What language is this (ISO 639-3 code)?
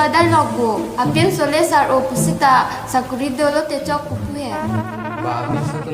mjw